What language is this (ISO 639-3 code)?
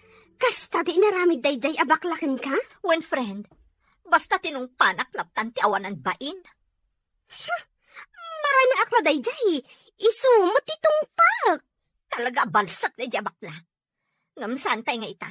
ilo